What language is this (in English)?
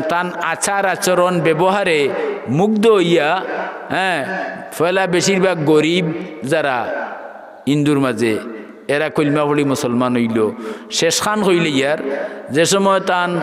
Sylheti